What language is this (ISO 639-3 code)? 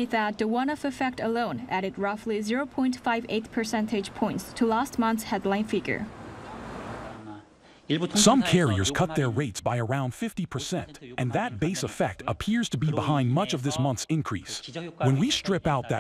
eng